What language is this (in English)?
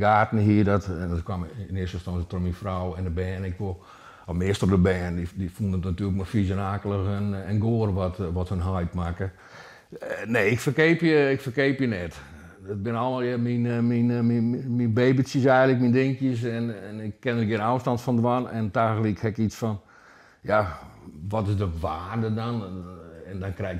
Western Frisian